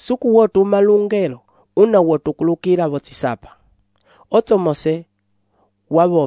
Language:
Umbundu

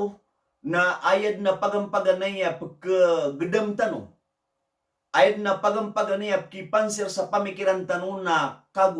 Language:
Maranao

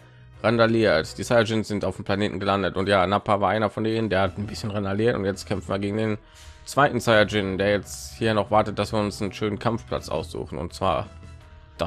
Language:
German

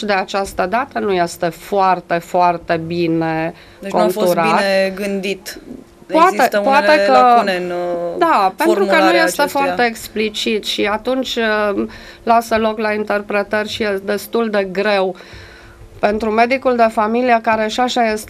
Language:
Romanian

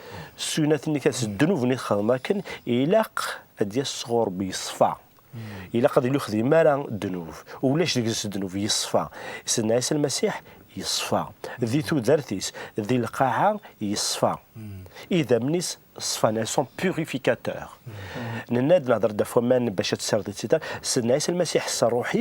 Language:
Kabyle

